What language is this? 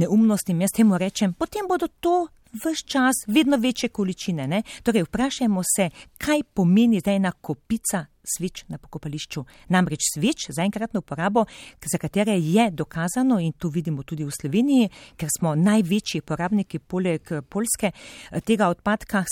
Slovenian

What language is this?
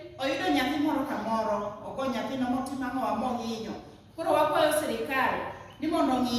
Luo (Kenya and Tanzania)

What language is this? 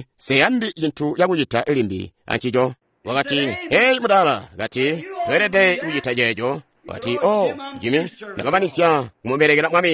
Tonga (Zambia)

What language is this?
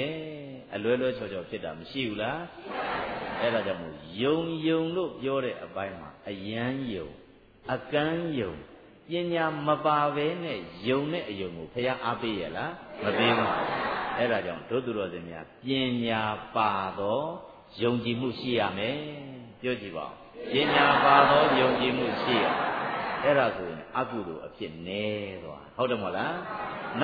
Burmese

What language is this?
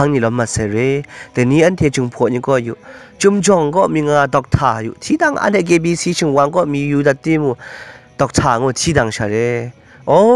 Kachin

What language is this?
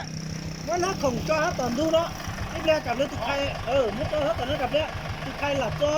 Hmong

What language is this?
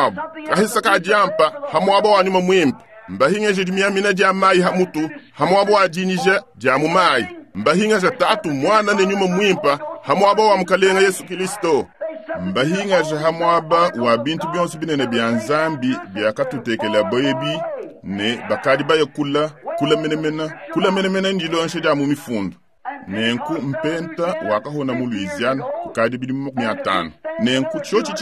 Luba-Lulua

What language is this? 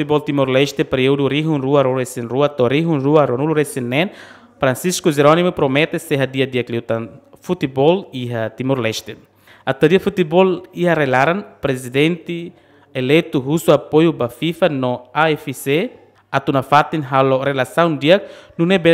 Tetum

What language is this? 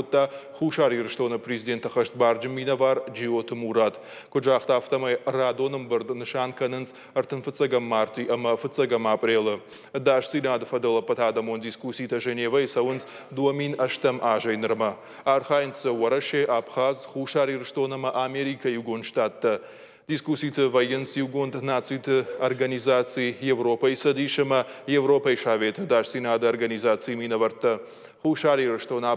Ossetic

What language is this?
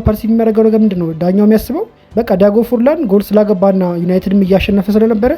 Amharic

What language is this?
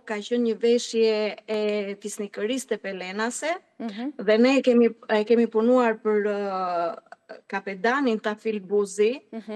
Albanian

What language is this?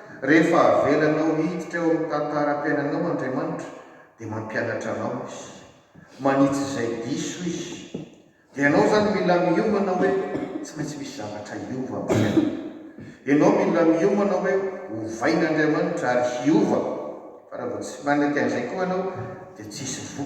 Malagasy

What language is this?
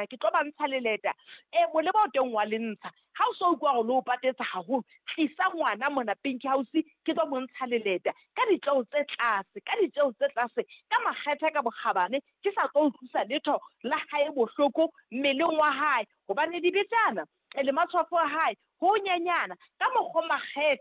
Southern Sotho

